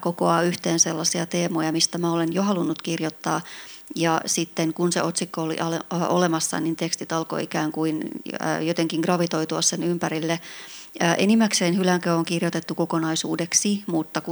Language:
Finnish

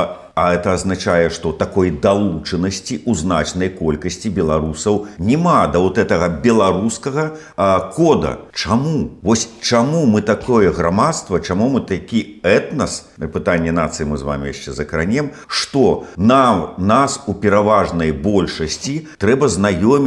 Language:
Belarusian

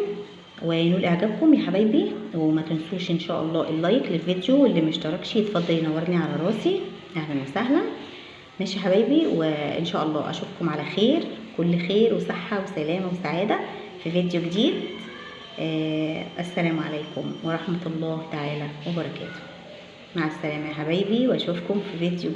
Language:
Egyptian Arabic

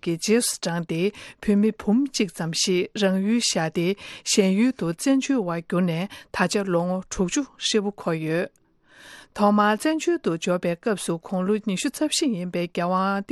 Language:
Tibetan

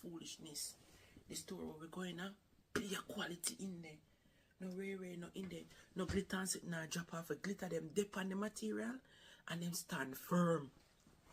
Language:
Jamaican Creole English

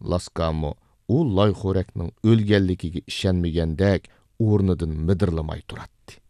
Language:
Uyghur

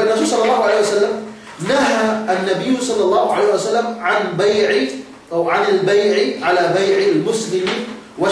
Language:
Yakan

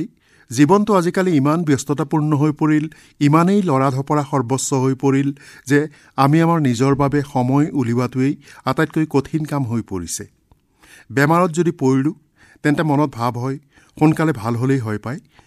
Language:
Assamese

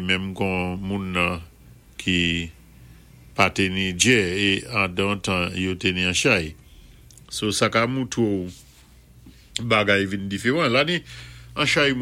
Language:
Saint Lucian Creole French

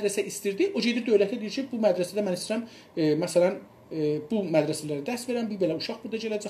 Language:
South Azerbaijani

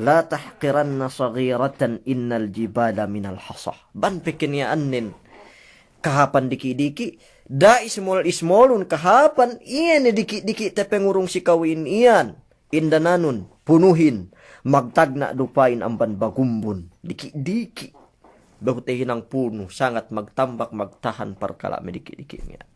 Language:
Yakan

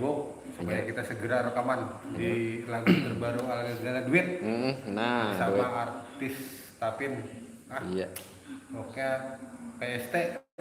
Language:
Banjar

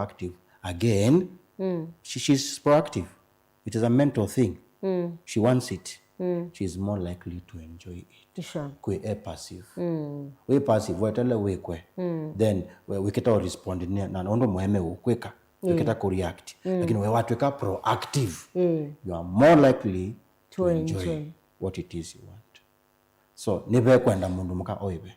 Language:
Kamba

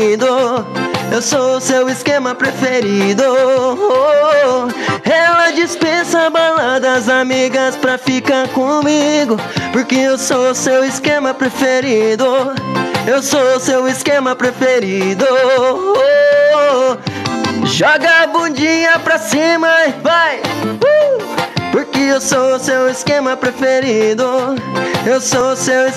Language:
Portuguese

